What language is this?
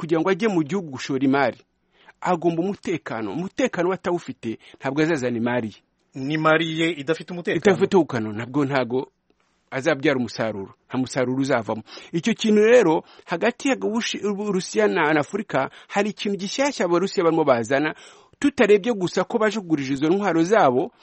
Kinyarwanda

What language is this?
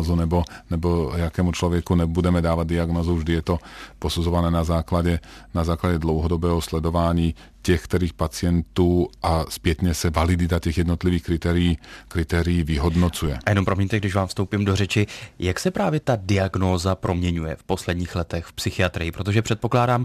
Czech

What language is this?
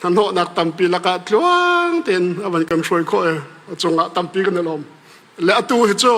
Hakha Chin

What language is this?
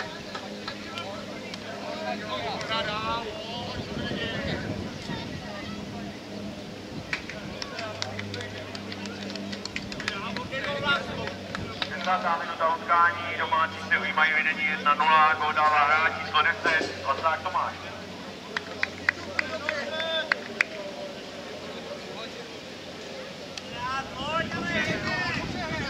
Czech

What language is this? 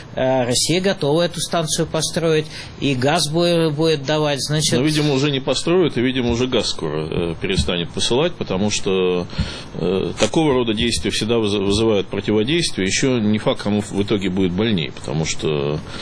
Russian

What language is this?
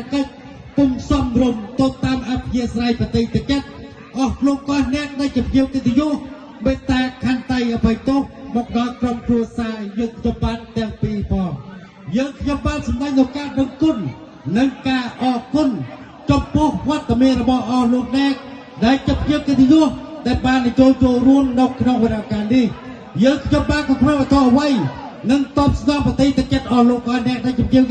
Khmer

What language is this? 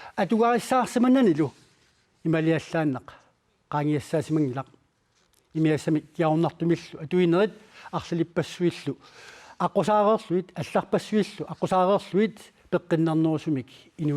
Kalaallisut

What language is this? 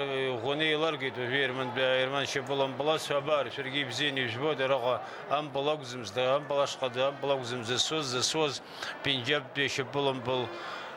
Abkhazian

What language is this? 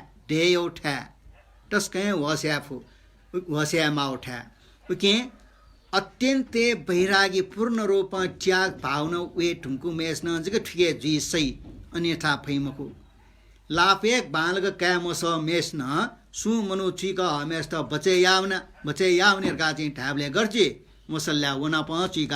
Newari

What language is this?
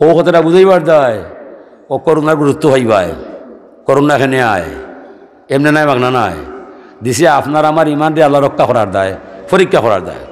Sylheti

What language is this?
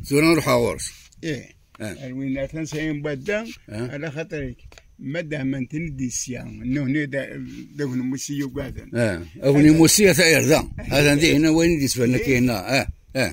Kabyle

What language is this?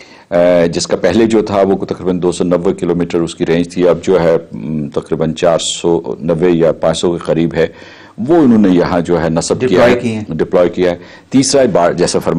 Urdu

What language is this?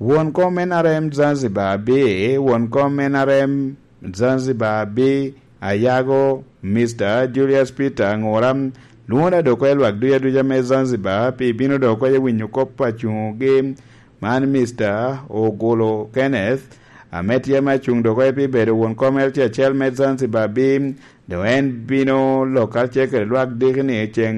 Lango (Uganda)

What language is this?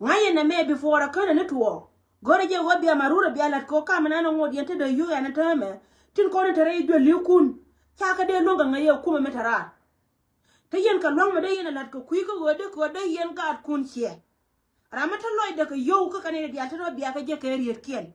Nuer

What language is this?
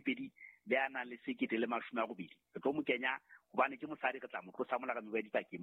Southern Sotho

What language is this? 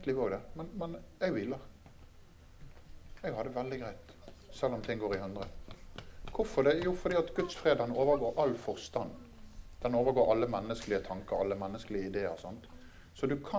Norwegian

